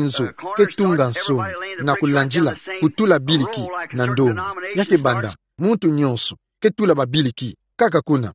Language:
Kituba (Democratic Republic of Congo)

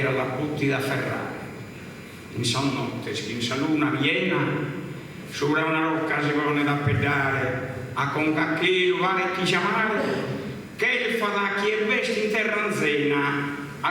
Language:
Sardinian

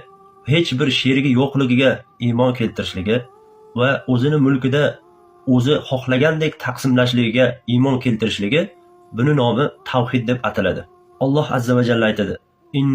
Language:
Uzbek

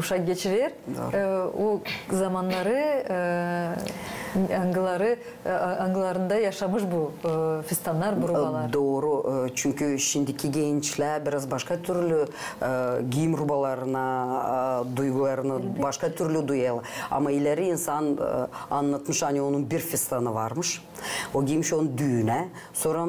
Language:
Gagauz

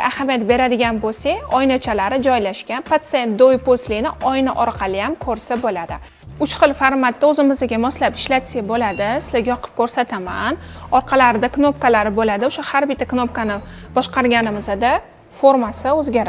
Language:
Uzbek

